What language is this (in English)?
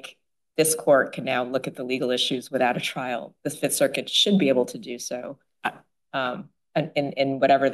English